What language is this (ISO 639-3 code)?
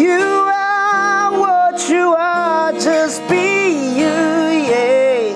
nmf